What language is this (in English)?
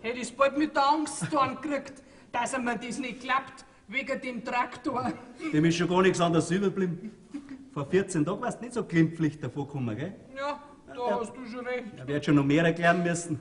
Bavarian